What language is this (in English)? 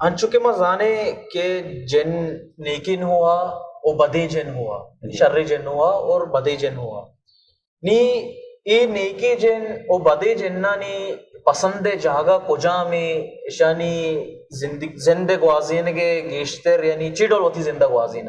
Baluchi